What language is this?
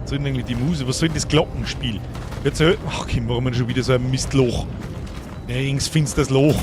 Bavarian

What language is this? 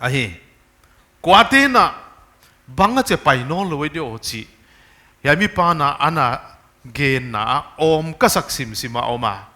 Paite Chin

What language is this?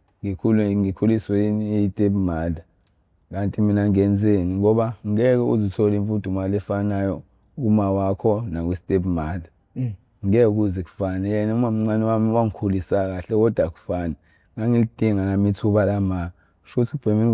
Zulu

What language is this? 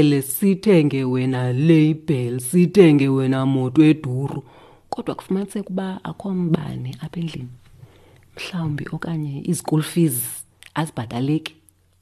Xhosa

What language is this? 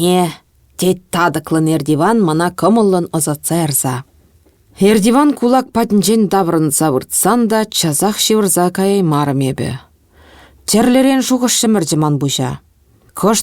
Chuvash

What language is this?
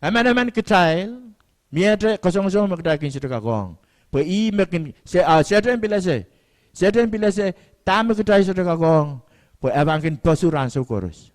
Pohnpeian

